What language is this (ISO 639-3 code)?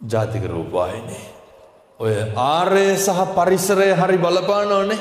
sin